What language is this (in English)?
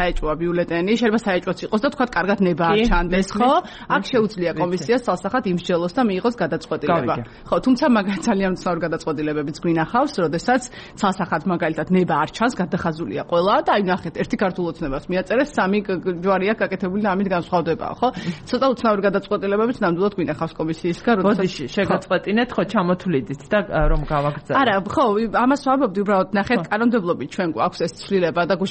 Georgian